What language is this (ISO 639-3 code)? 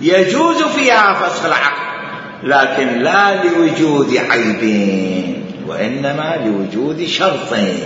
acm